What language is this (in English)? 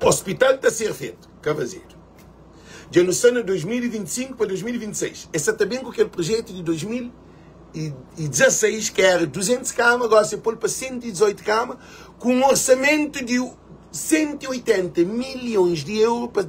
Kabuverdianu